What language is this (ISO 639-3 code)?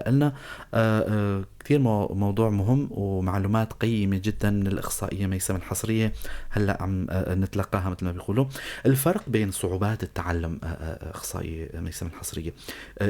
apc